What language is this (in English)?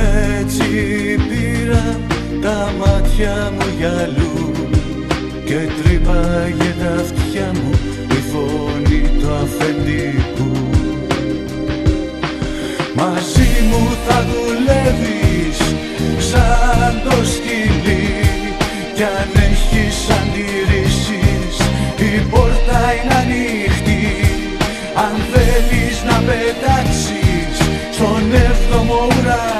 Greek